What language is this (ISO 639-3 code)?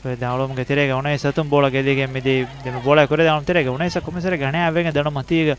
div